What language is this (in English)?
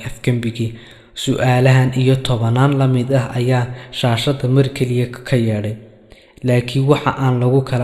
Somali